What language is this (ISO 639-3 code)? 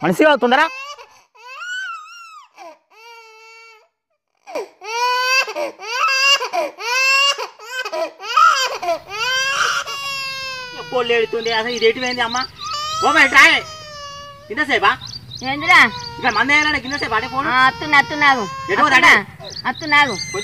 tel